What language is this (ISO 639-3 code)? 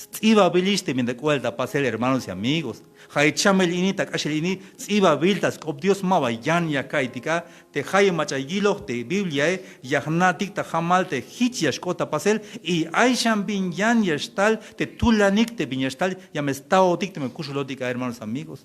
tzh